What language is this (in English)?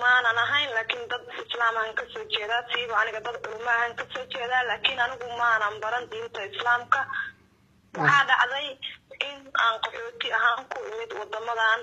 Somali